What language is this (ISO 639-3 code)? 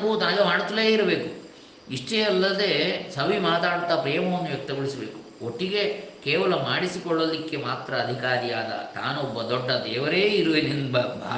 kan